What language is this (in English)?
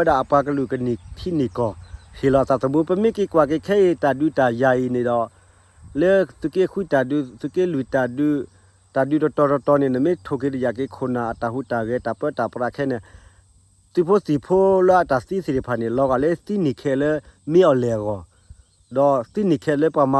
S'gaw Karen